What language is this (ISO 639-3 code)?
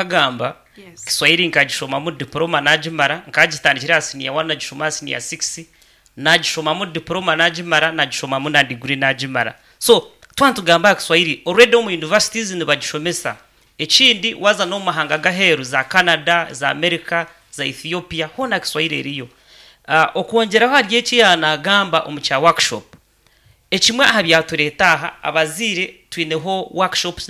nyn